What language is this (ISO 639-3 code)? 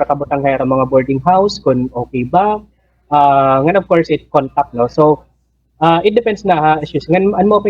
war